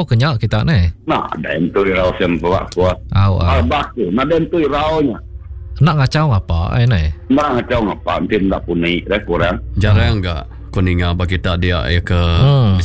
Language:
Iban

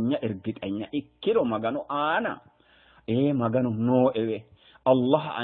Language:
Sidamo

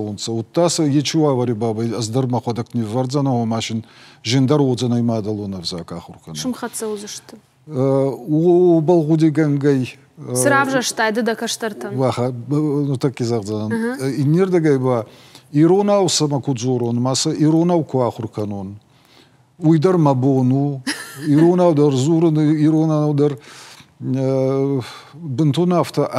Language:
Ossetic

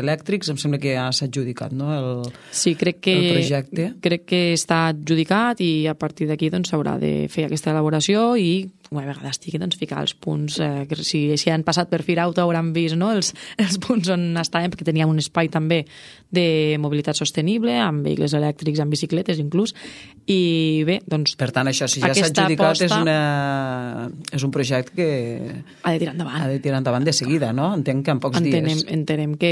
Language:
Catalan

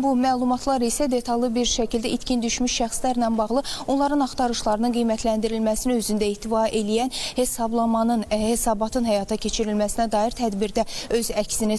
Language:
Azerbaijani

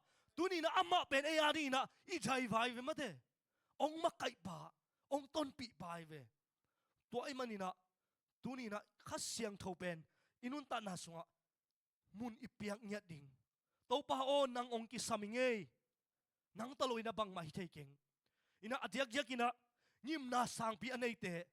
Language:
Tedim Chin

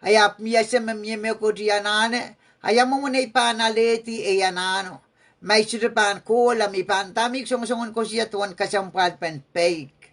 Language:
Pohnpeian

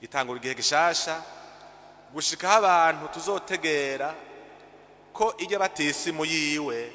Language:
Rundi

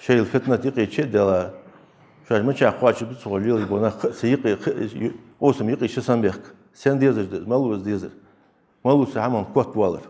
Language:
Ingush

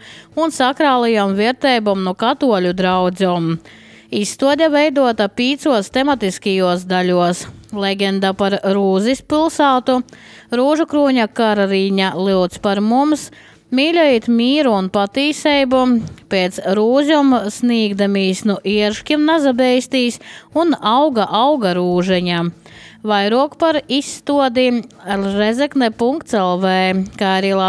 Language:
Latvian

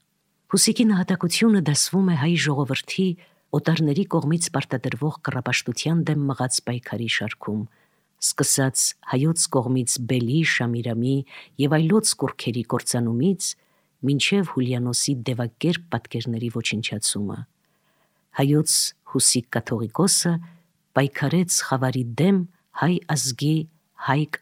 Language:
Armenian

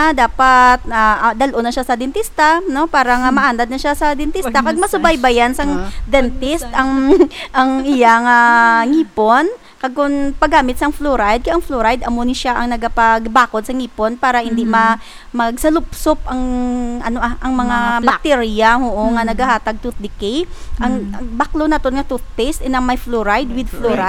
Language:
Hiligaynon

